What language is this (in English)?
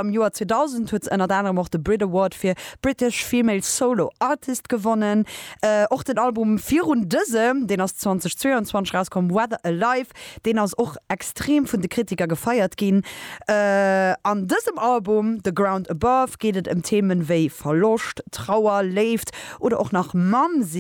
Luxembourgish